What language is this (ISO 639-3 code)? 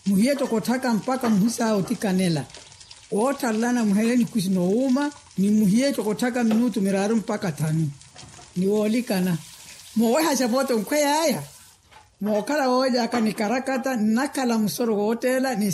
vmw